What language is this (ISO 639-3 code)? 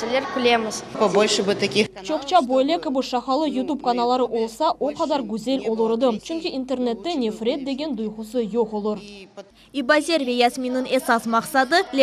crh